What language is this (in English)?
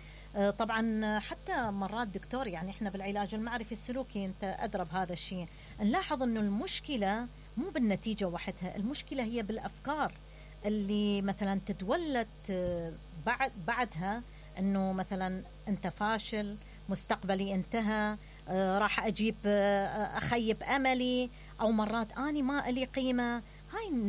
Mesopotamian Arabic